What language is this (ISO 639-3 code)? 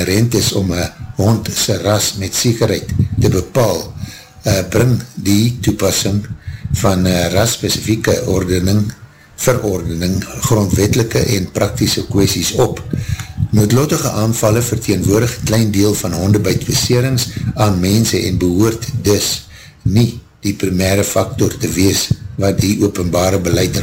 afr